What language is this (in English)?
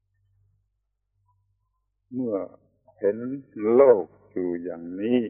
Thai